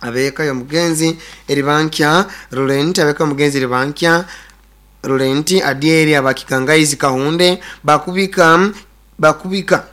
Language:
Nyoro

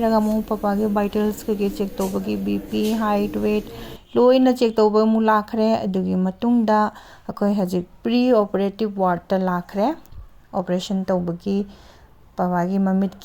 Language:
Manipuri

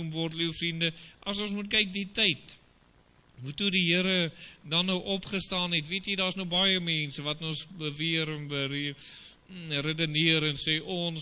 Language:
Afrikaans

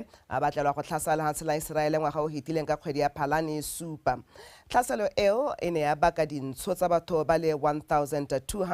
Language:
Tswana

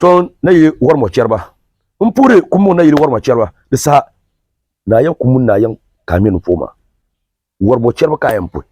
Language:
Dagbani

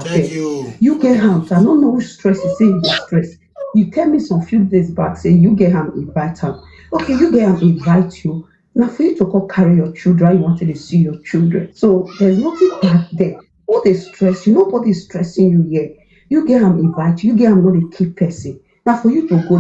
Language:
Nigerian Pidgin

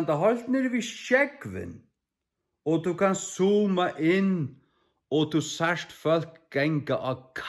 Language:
Faroese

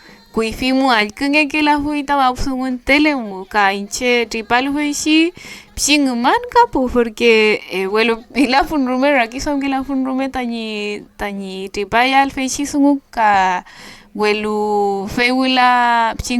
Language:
Mapuche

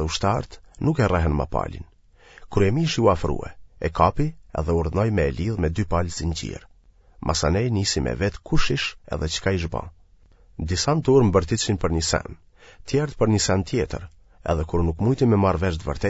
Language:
Albanian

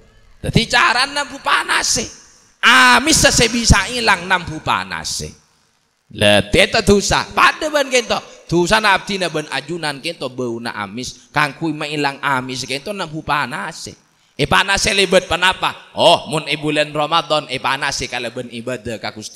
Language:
Madurese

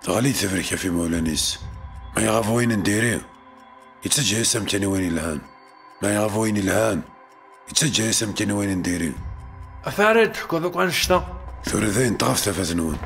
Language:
Kabyle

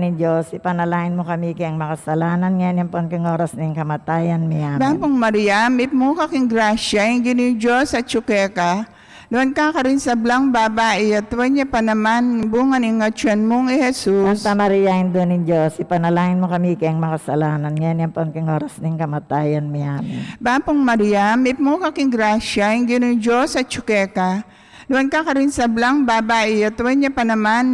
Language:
Pampanga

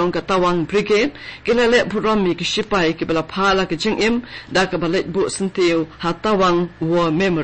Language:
Khasi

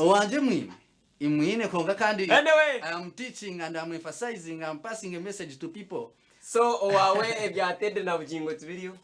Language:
Nyankole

